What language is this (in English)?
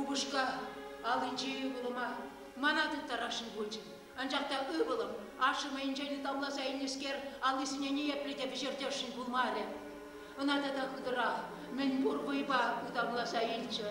Chuvash